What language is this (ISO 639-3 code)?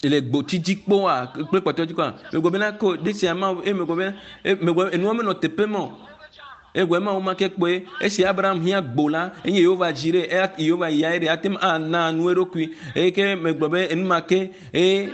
ewe